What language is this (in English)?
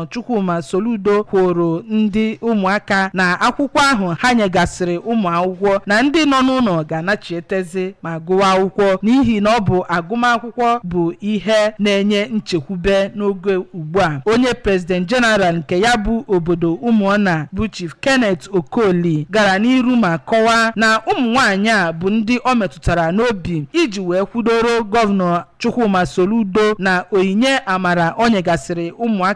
Igbo